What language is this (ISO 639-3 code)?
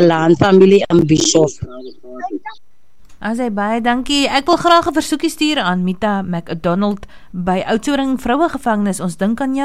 afr